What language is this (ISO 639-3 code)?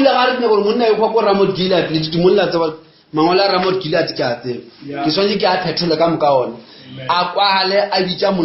nso